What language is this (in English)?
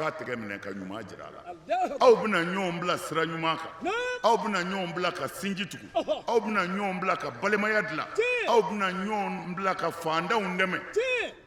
Bambara